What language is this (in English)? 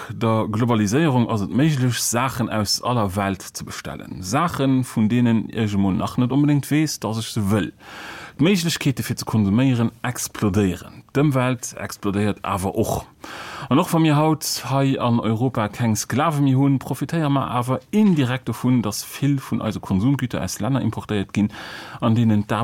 Luxembourgish